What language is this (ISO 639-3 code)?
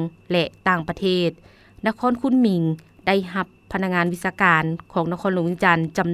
lao